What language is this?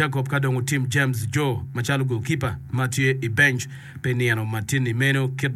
Acoli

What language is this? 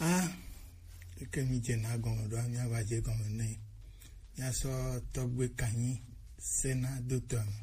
Gen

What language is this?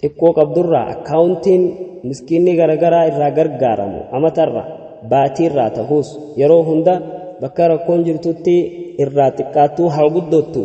Oromo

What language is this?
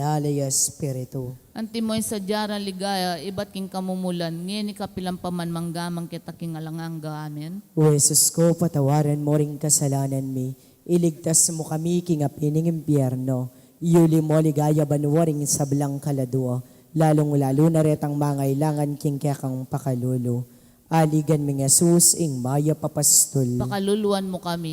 Pampanga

